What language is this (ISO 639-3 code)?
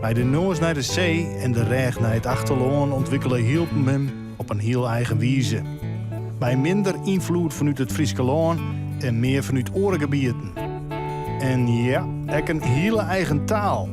fry